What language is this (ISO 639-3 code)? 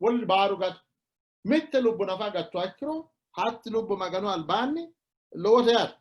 sid